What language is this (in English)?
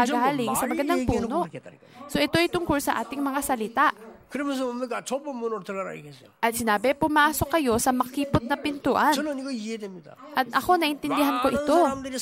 Filipino